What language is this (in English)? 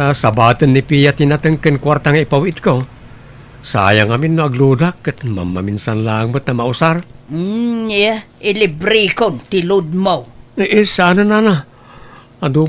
Iloko